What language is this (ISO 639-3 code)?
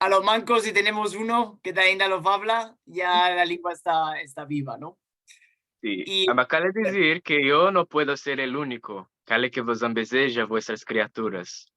lad